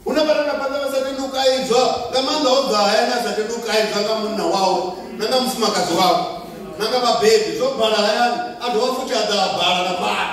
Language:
Venda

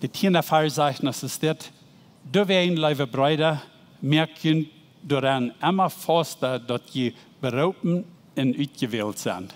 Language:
Plautdietsch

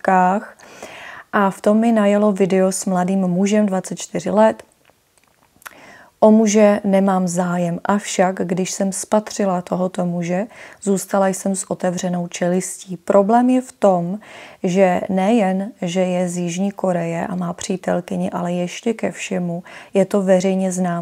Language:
Czech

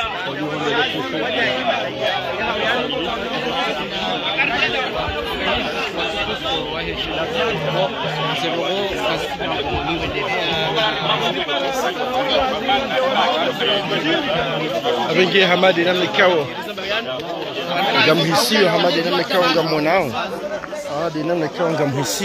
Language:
Swahili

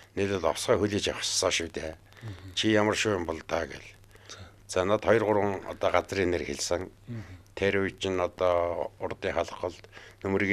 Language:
Mongolian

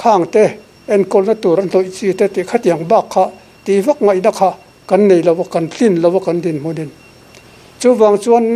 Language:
Mizo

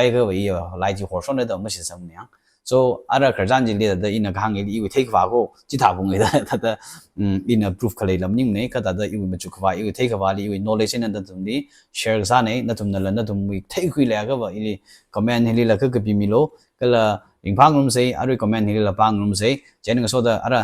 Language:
Tangkhul Naga (India)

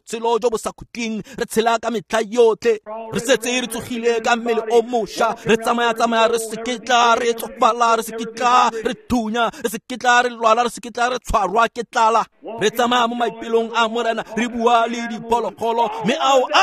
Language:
Tswana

